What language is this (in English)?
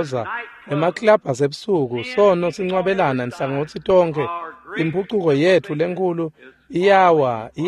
Swati